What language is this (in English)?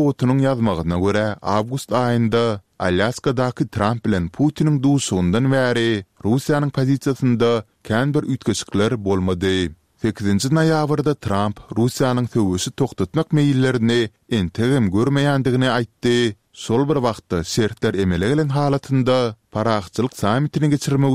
Turkmen